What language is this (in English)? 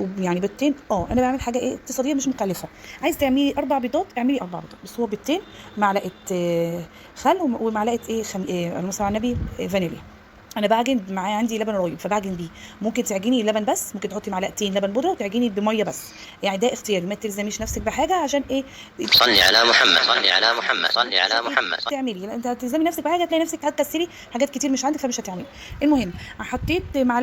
Egyptian Arabic